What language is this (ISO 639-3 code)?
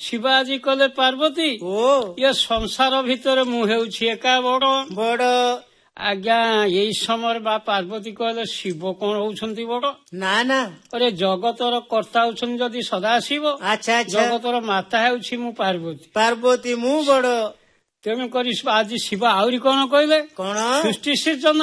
ori